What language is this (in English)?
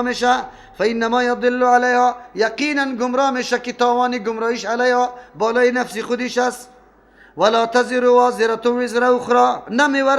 Persian